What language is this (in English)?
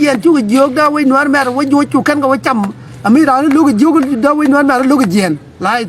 Nuer